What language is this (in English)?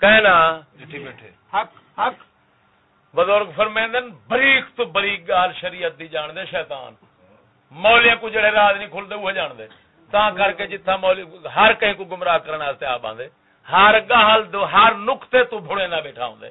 Saraiki